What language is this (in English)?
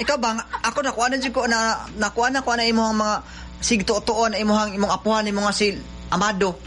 Cebuano